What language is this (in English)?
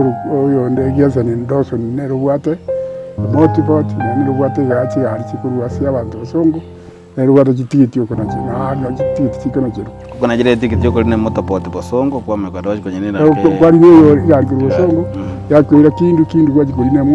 Gusii